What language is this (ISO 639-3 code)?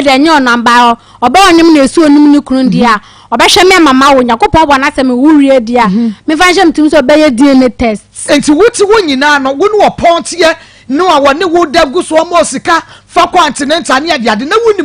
aka